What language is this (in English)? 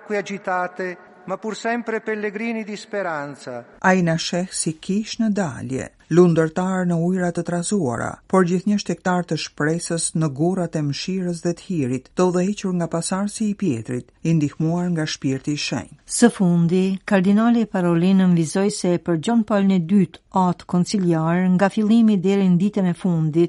Albanian